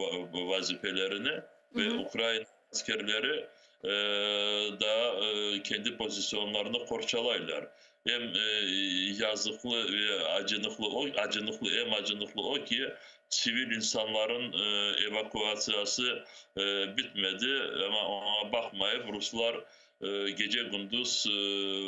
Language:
Crimean Tatar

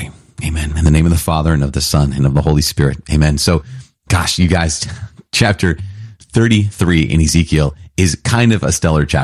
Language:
English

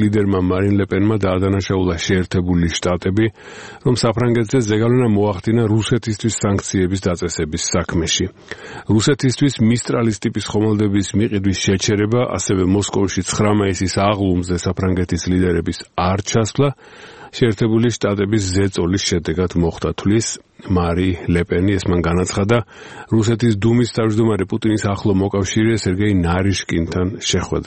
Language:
Georgian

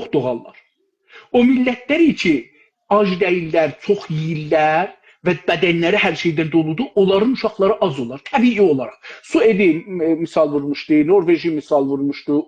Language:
South Azerbaijani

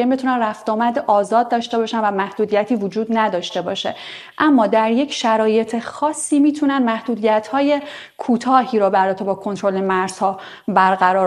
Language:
Persian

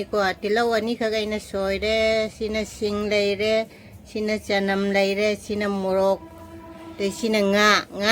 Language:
Manipuri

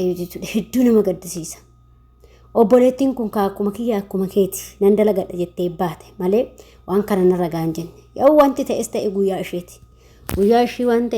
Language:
Oromo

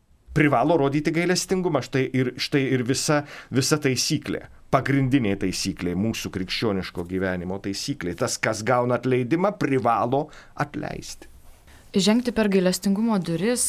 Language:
Lithuanian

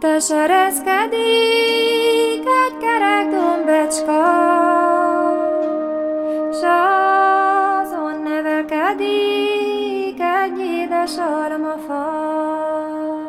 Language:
Hungarian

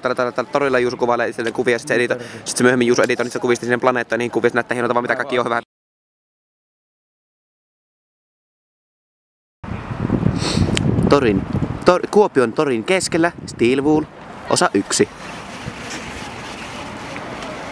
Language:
Finnish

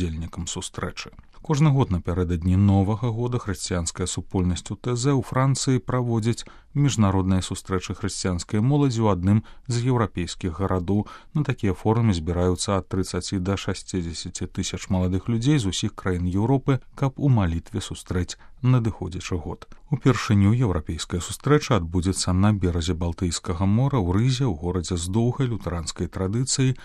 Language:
Belarusian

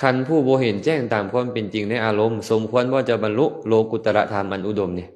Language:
Lao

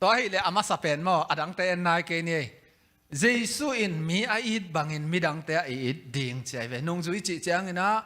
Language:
Tedim Chin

